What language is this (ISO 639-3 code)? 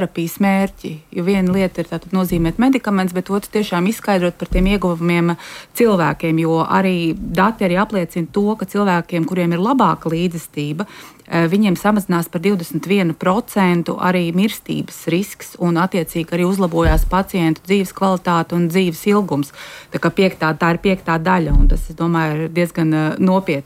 lav